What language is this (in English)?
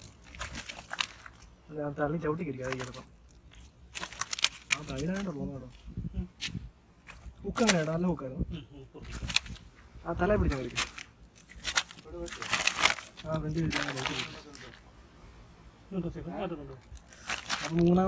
Malayalam